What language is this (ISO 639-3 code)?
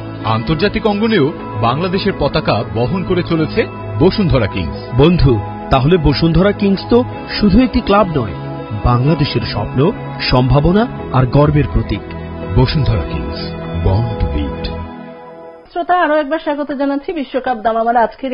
ben